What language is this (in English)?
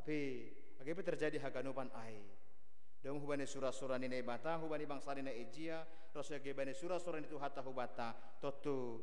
Batak Simalungun